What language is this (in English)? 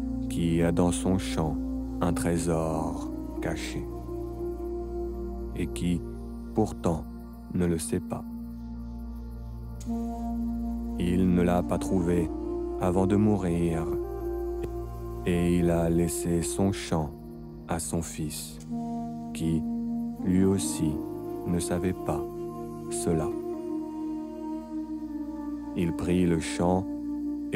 French